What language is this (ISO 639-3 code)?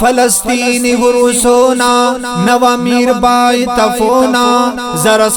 brh